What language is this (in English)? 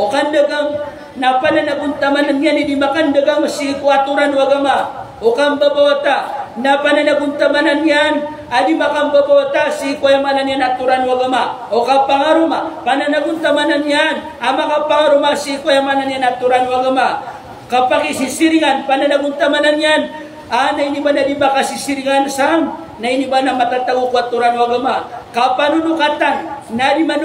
Maranao